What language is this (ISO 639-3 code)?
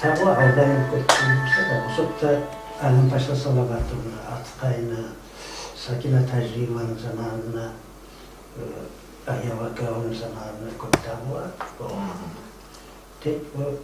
kum